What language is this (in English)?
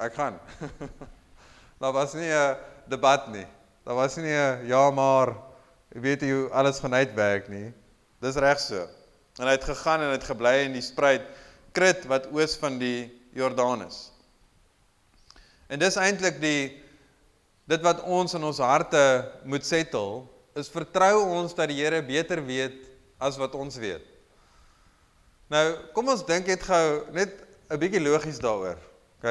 Afrikaans